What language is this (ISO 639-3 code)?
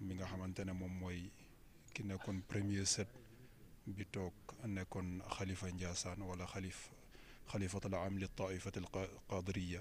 wol